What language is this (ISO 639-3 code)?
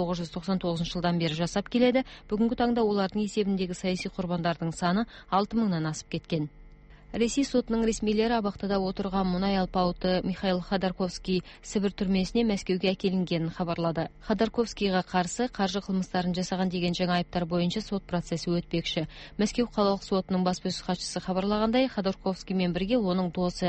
kir